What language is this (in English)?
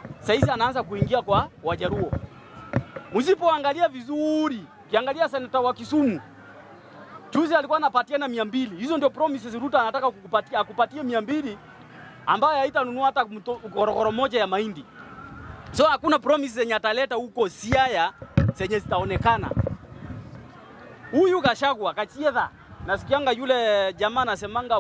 Swahili